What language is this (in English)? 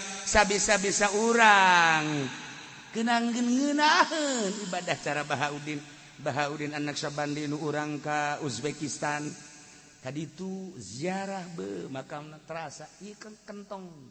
Sundanese